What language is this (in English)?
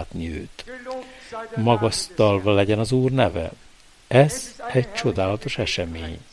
Hungarian